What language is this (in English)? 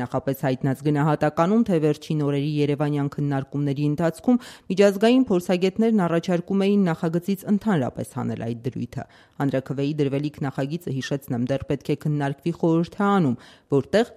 Armenian